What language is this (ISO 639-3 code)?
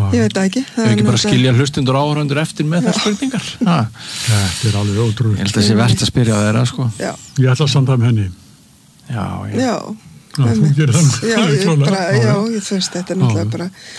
isl